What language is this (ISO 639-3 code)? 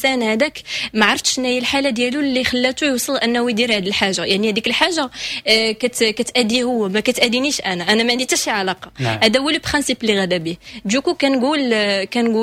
ary